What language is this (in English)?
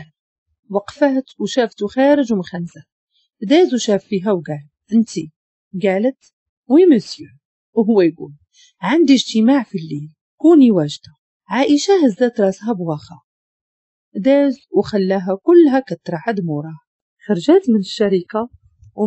Moroccan Arabic